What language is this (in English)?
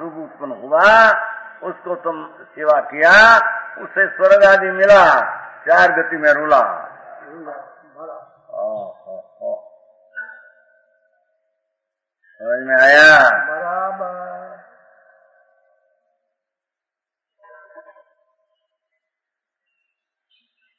Hindi